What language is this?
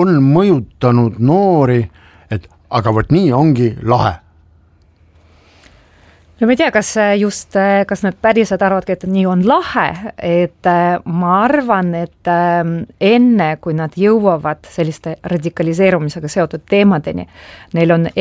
Estonian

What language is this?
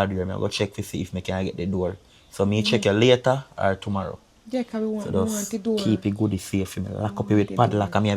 Jamaican Creole English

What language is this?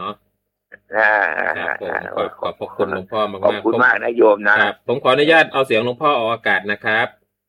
Thai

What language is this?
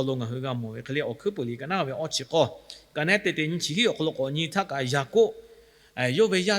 Lahu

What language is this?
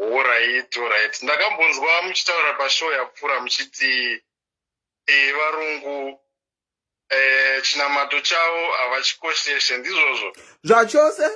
Shona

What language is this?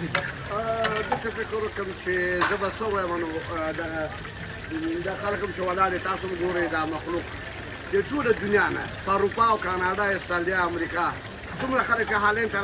Pashto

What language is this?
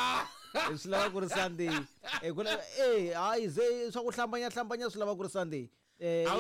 Tsonga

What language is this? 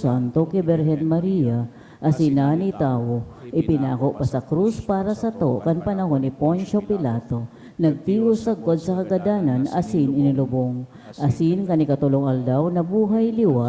Bikol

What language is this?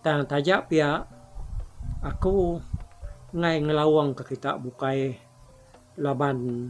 Iban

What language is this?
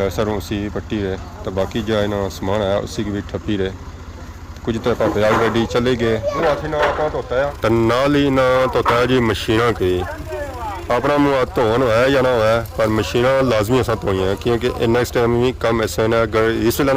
Pahari-Potwari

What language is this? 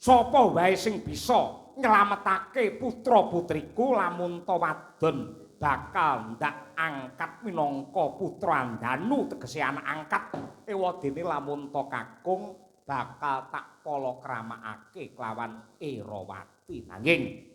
Javanese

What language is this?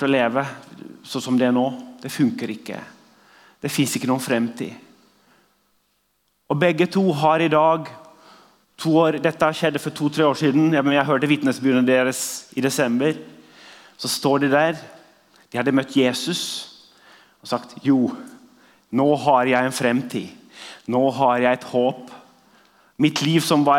Norwegian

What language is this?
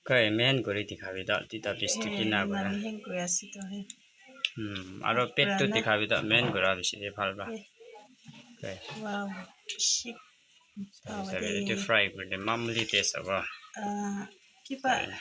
Naga Pidgin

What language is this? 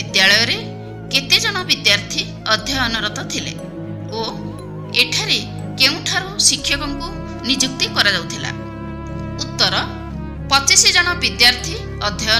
Odia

